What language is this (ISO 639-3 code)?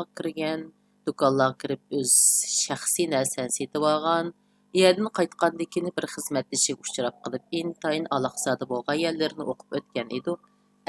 uig